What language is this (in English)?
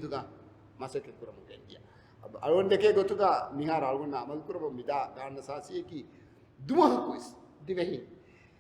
Divehi